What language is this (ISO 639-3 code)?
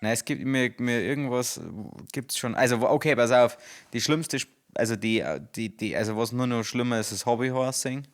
bar